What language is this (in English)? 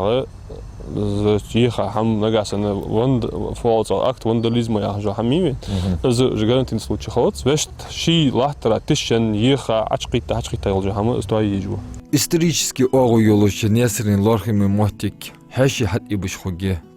Ingush